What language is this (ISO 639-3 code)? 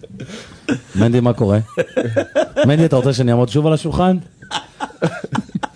heb